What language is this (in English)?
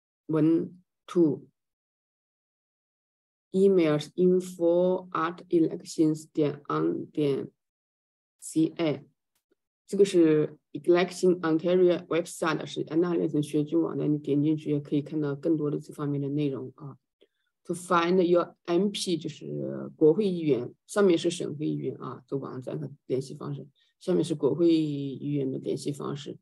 Chinese